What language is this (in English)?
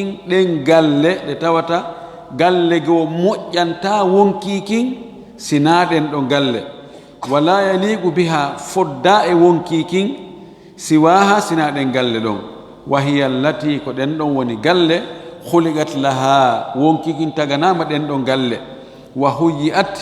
Fula